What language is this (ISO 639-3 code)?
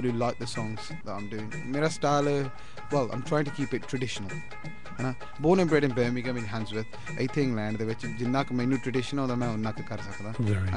pan